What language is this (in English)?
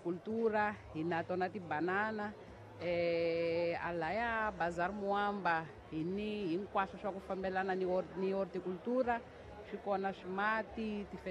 Tsonga